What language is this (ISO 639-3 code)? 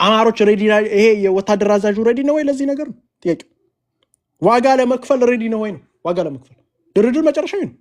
amh